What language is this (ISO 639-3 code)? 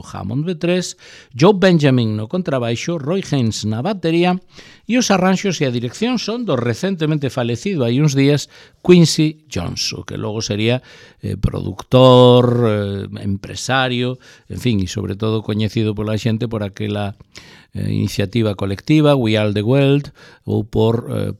glg